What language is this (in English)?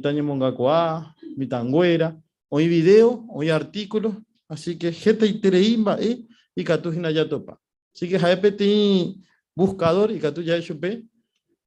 Guarani